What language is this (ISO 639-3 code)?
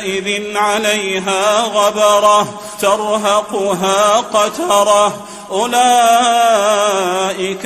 ara